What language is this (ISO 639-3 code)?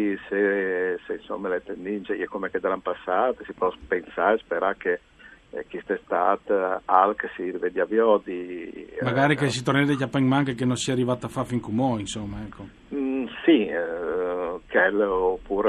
fur